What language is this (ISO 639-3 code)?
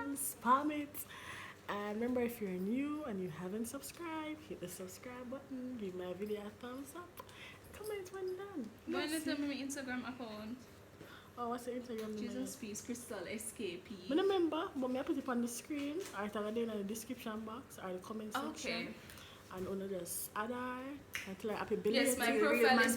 jam